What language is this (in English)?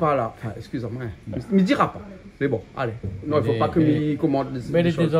Réunion Creole French